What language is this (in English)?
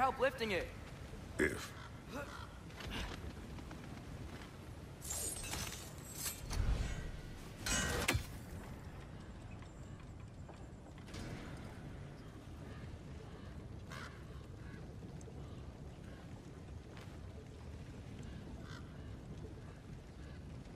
English